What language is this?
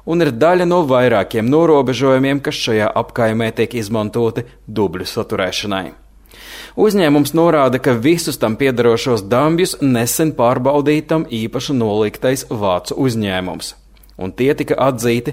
Latvian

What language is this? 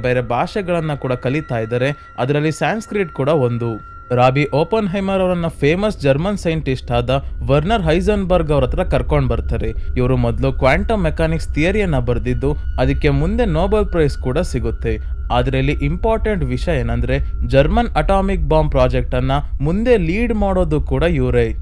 Kannada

